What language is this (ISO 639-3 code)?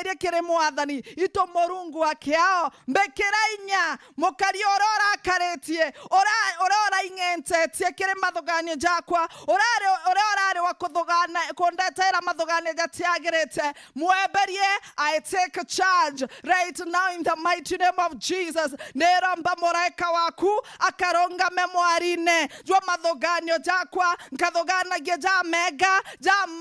mer